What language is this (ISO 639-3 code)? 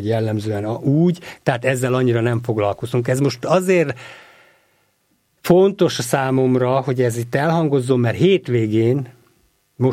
hun